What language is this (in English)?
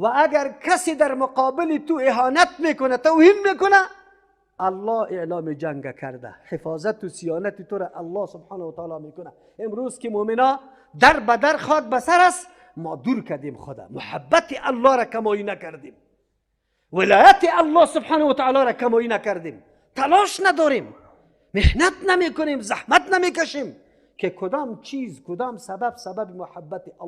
Persian